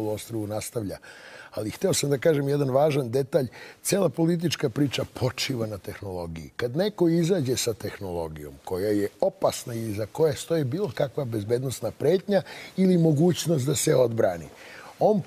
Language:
Serbian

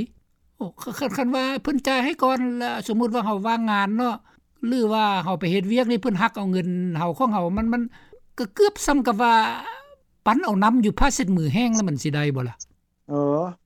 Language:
Lao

